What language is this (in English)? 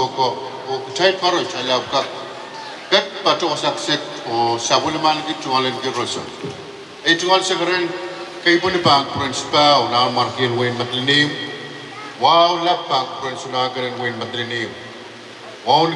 Pohnpeian